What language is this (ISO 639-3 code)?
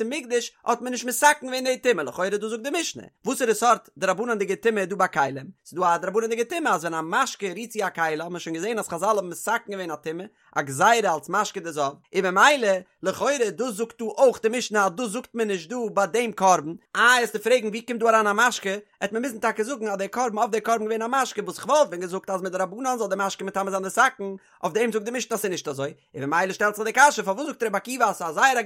yid